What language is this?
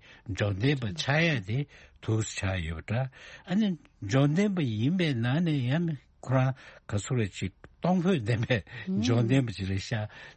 Tibetan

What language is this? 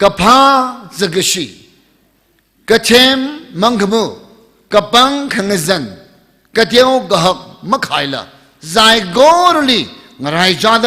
Tangkhul Naga (India)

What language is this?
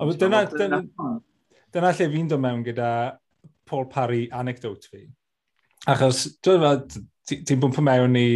Welsh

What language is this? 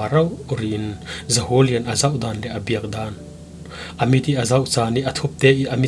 Falam Chin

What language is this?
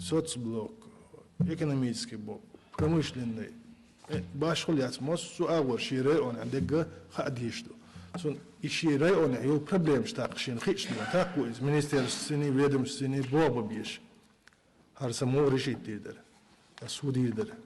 Chechen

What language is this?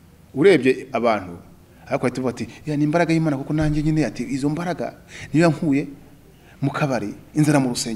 Kinyarwanda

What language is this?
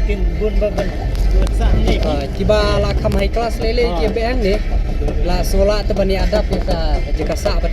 Khasi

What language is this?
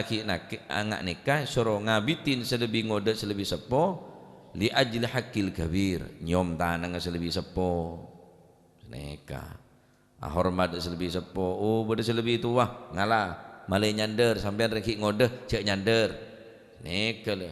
Madurese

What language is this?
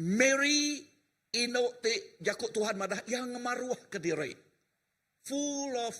Iban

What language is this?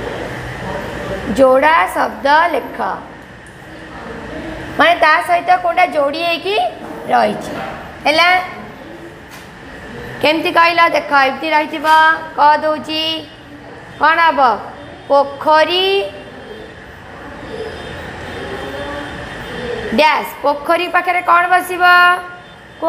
Odia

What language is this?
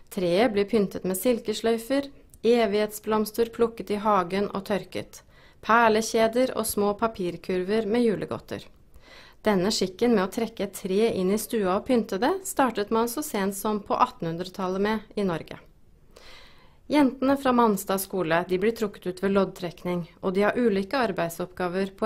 Norwegian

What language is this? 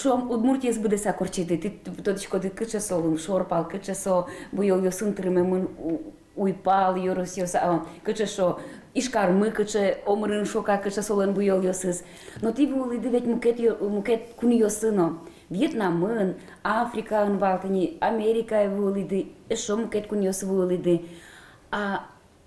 Udmurt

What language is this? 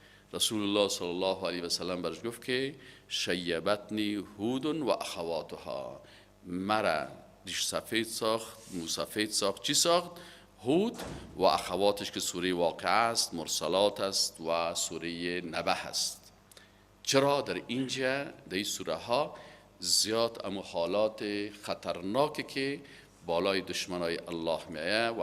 Persian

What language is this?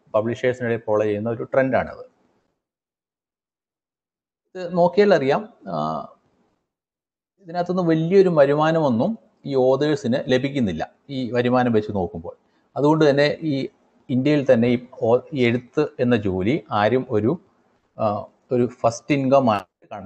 Malayalam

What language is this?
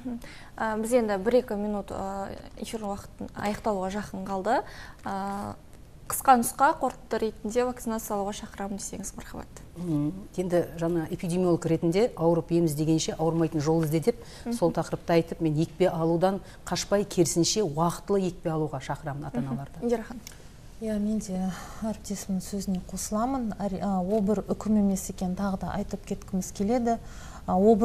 Kazakh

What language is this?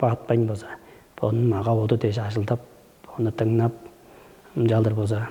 Tuvinian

